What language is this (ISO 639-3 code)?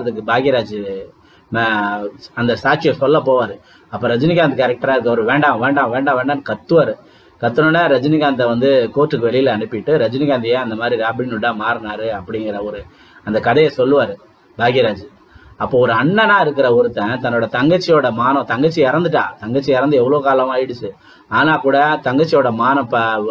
tam